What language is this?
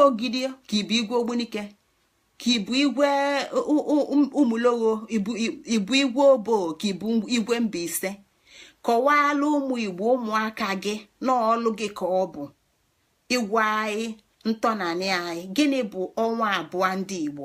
Igbo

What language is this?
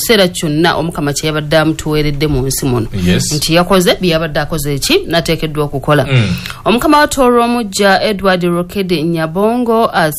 Ganda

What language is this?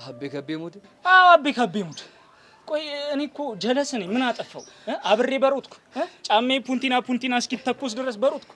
Amharic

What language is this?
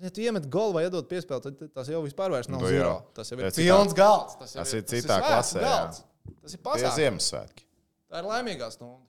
Latvian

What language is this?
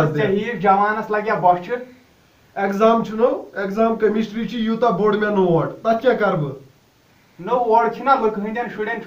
Kashmiri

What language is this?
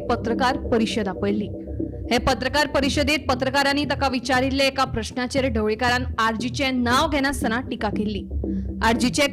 Konkani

